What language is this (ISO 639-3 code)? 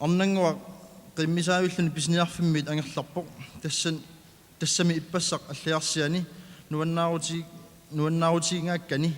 kal